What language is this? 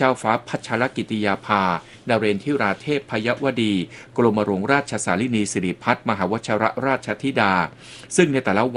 Thai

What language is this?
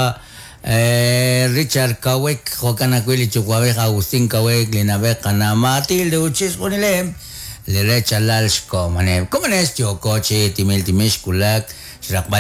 Kekchí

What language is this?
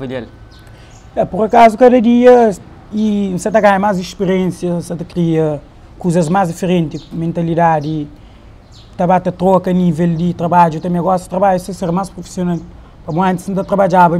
Kabuverdianu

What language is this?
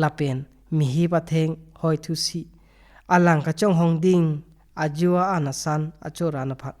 Karbi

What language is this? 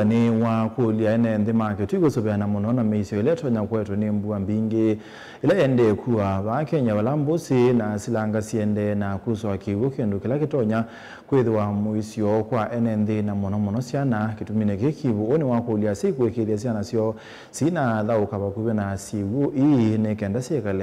Kamba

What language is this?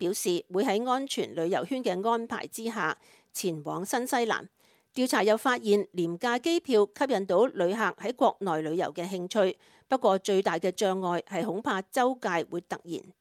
Cantonese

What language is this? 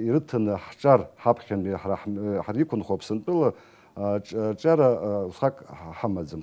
Abkhazian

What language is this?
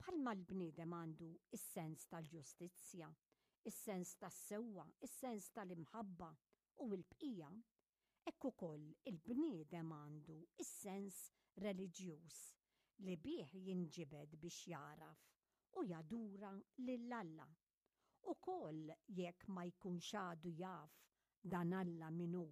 Maltese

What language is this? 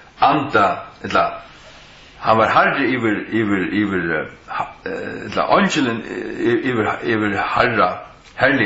Faroese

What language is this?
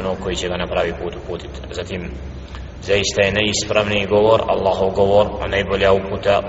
Bosnian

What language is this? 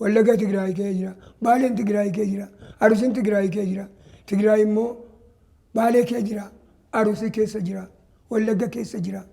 Oromo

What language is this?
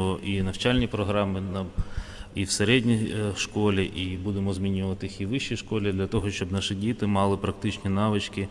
Ukrainian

